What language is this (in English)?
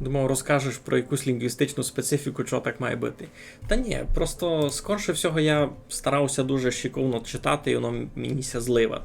Rusyn